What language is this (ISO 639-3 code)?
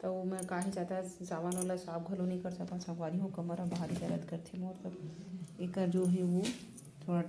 hne